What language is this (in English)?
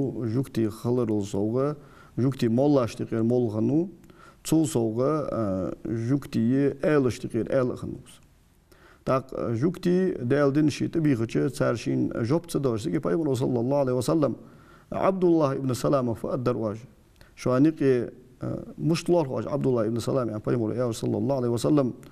Ingush